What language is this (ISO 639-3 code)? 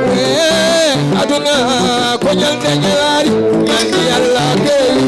ful